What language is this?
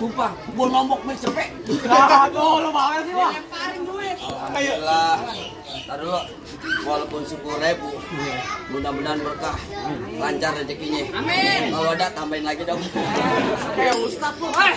Betawi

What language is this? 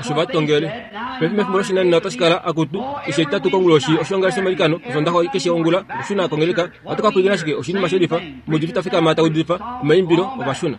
Kuanyama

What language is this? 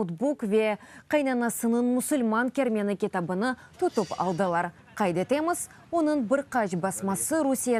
Crimean Tatar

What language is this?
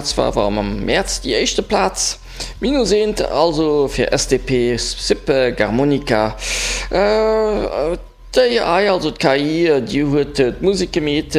Luxembourgish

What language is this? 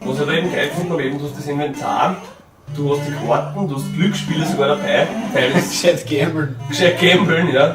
Bavarian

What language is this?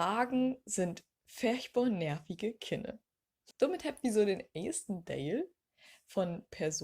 Low German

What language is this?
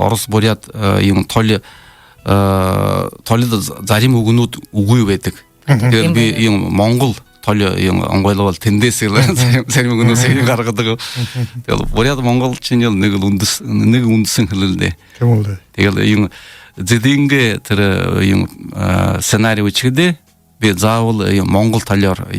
Buriat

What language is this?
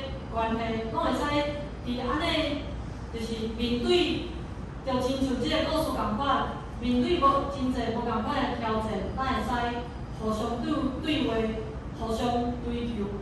Min Nan Chinese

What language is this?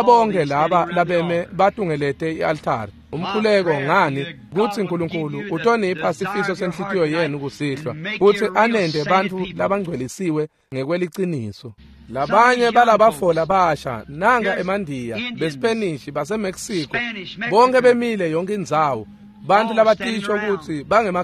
Swati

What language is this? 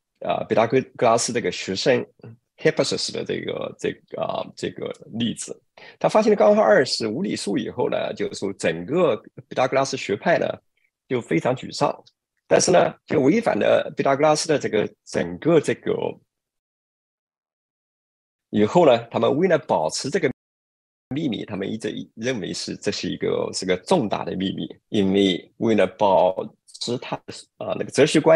Chinese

